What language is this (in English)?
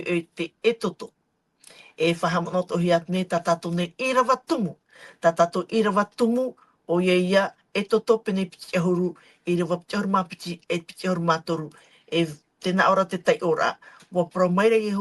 Tahitian